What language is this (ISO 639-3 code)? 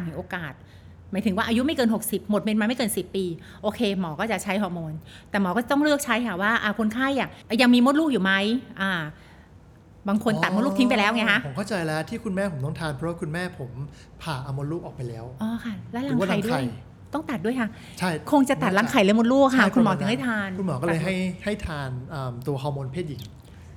tha